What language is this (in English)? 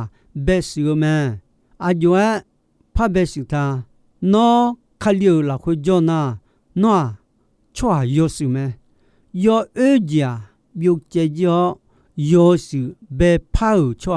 Akha